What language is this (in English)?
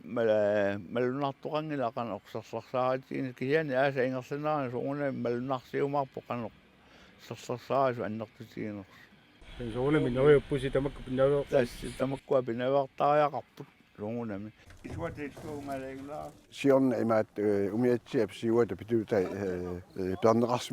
Kalaallisut